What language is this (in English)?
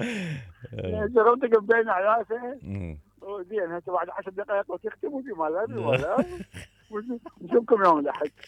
Mesopotamian Arabic